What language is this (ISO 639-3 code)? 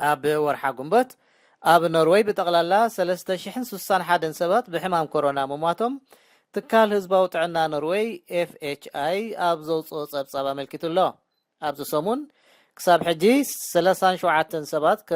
tir